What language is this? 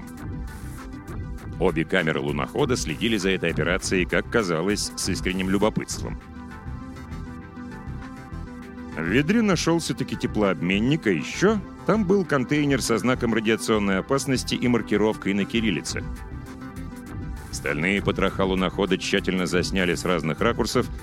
Russian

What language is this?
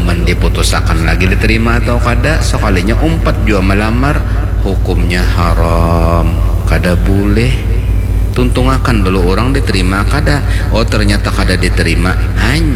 Banjar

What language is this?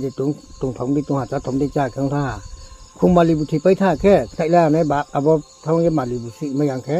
Riang (India)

